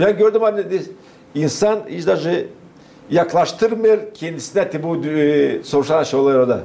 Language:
Gagauz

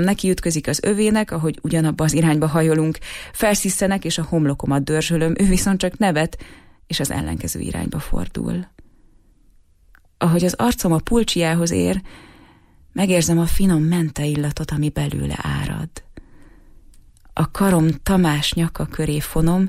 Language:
Hungarian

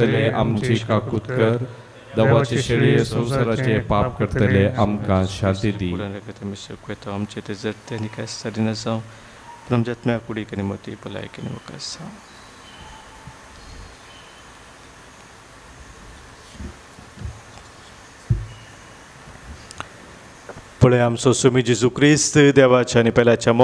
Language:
Konkani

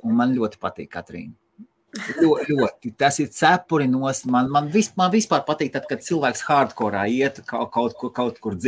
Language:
Latvian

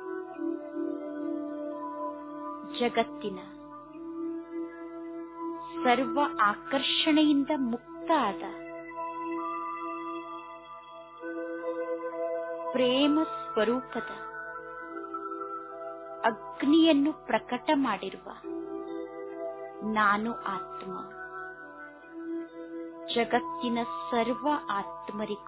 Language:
Kannada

